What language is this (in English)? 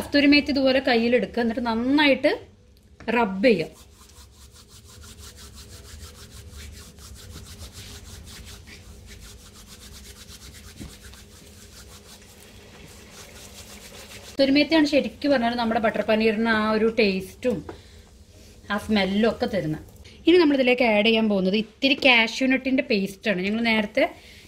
Malayalam